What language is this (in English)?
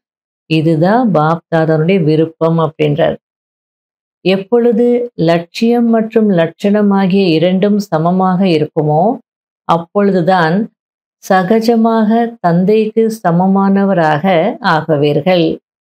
Tamil